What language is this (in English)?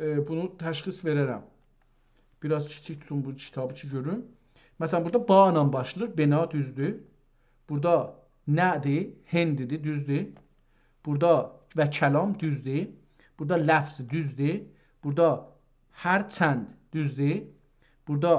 South Azerbaijani